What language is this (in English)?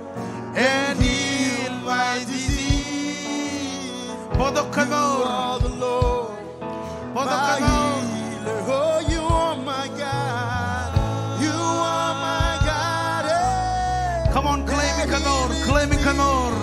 Marshallese